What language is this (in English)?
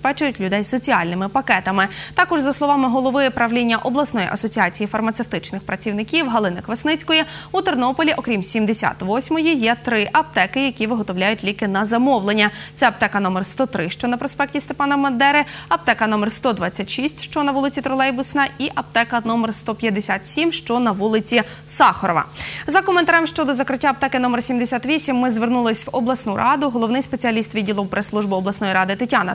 Ukrainian